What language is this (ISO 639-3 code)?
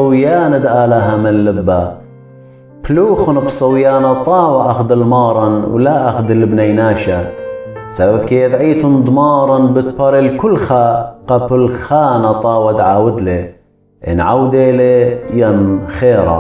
aii